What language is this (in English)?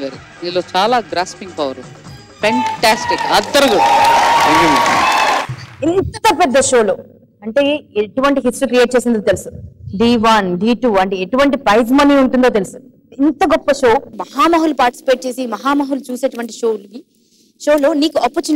Telugu